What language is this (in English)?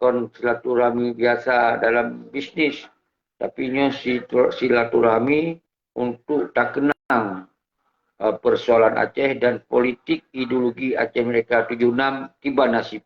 Achinese